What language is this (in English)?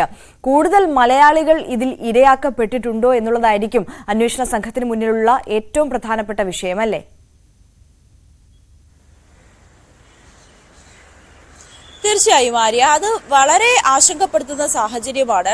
Malayalam